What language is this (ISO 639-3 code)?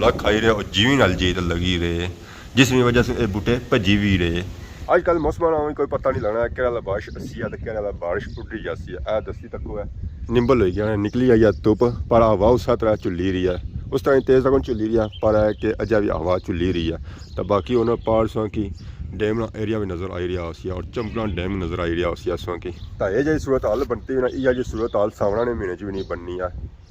phr